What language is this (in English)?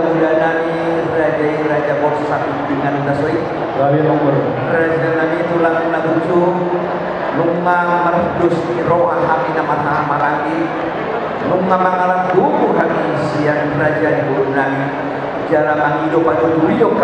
Batak Toba